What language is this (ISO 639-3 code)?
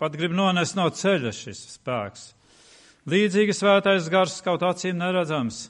lav